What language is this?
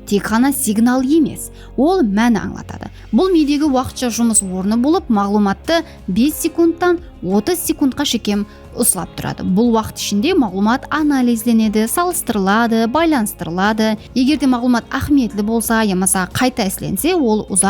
Kara-Kalpak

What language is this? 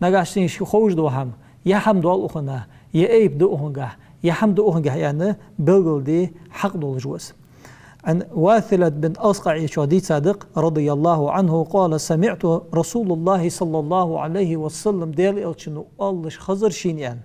Ingush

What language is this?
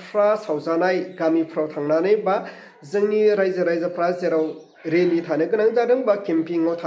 Bodo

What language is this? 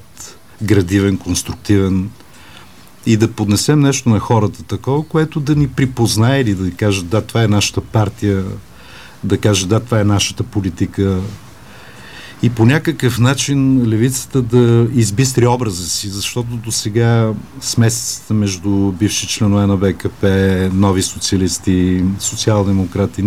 Bulgarian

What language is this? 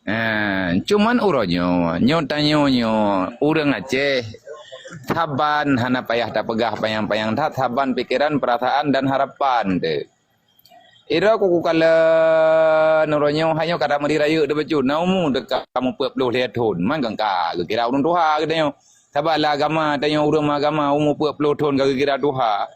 Achinese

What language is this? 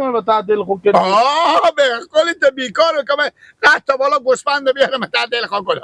Persian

